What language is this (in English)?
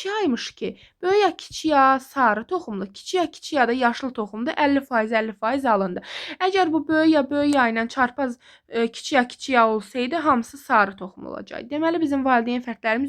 Azerbaijani